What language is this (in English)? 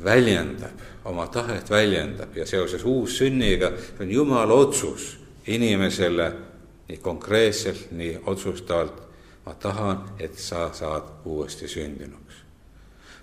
Estonian